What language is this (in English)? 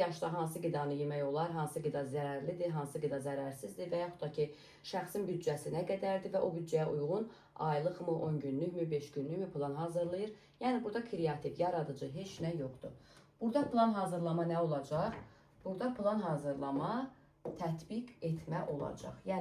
Azerbaijani